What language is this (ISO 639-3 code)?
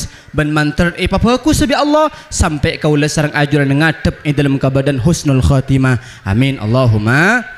mad